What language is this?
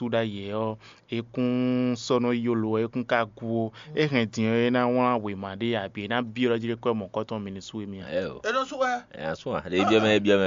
Fon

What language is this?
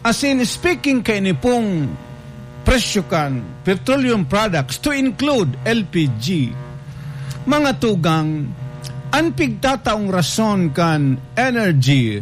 Bikol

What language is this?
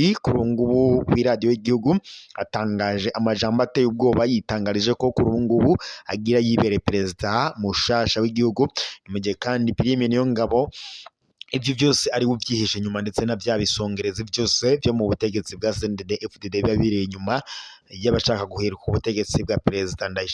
Rundi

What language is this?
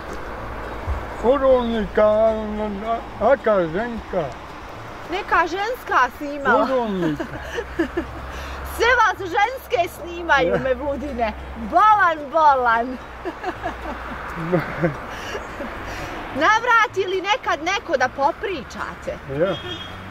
Bosnian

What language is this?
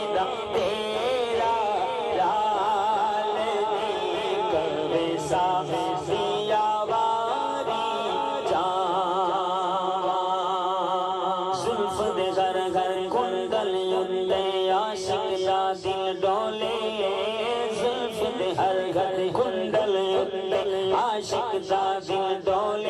Urdu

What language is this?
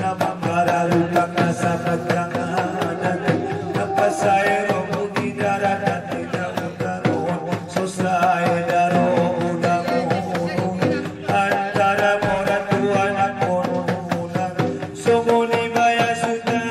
Batak Angkola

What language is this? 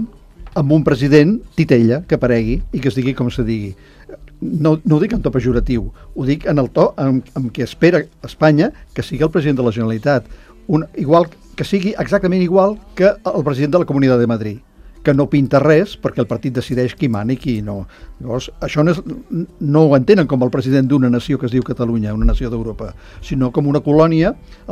Catalan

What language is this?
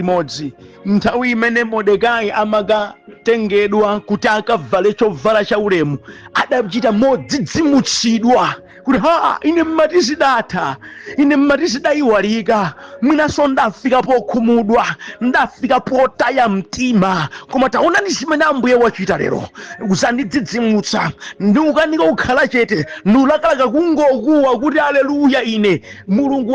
Nyanja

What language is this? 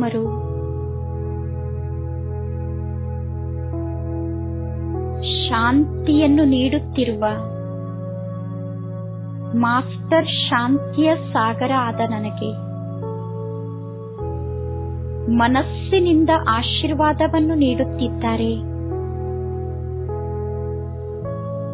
Kannada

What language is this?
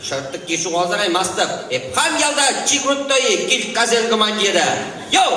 Chuvash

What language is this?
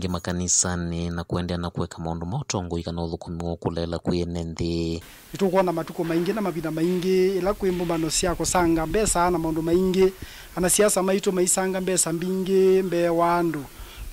Kamba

